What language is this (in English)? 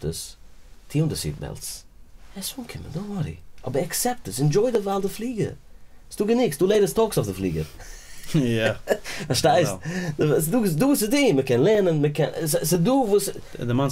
Yiddish